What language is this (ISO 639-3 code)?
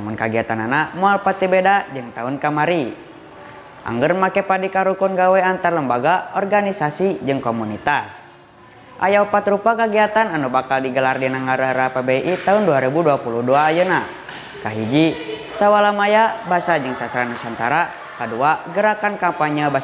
sun